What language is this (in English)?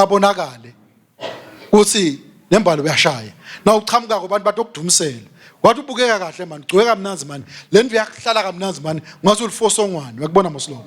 Swati